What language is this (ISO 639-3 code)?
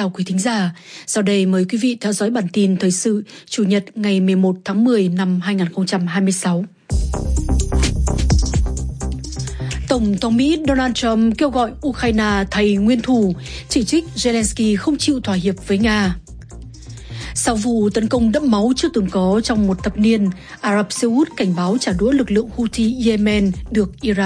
vie